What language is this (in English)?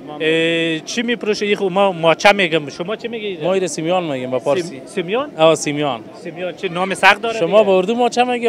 Pashto